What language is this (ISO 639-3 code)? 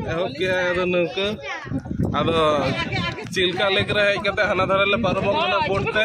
sat